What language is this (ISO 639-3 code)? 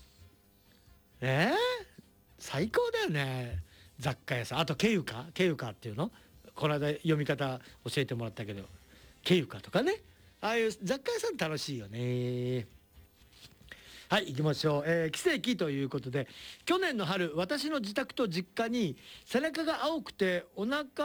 jpn